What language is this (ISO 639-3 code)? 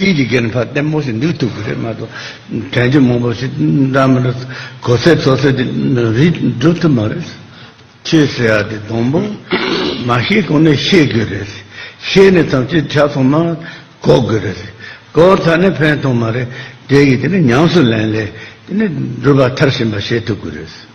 bod